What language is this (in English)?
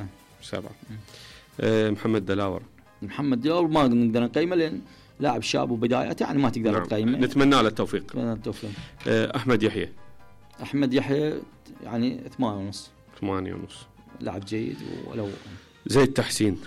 Mesopotamian Arabic